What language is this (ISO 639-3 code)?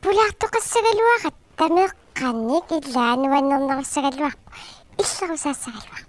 kal